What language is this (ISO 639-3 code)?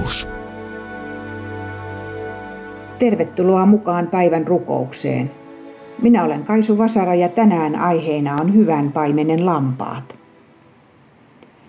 fin